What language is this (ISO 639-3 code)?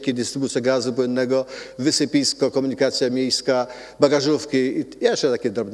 pol